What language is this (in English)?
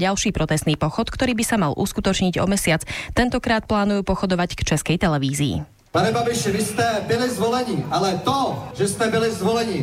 Slovak